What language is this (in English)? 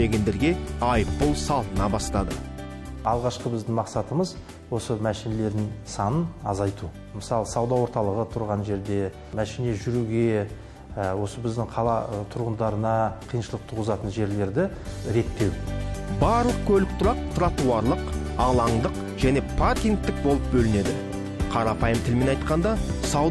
Kazakh